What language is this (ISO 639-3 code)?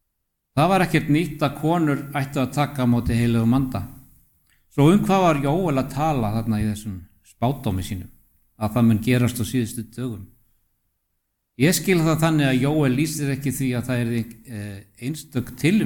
isl